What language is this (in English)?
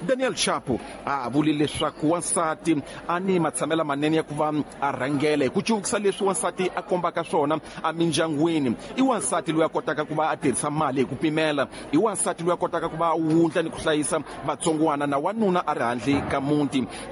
Tsonga